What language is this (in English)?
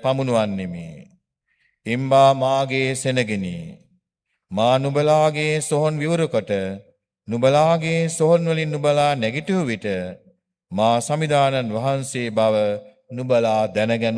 Sinhala